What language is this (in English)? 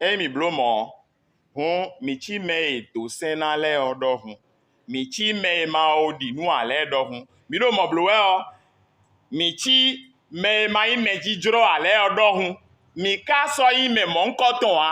Fon